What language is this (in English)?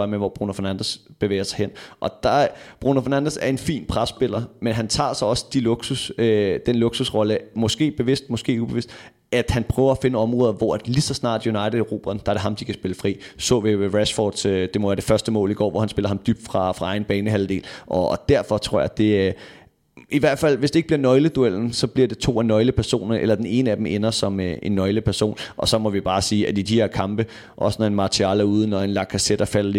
Danish